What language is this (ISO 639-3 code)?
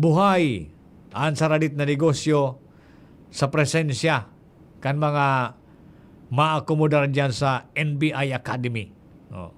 bik